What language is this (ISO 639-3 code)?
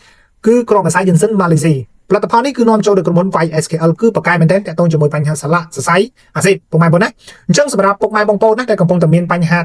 khm